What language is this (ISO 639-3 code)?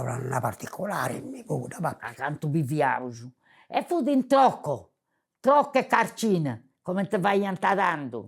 srd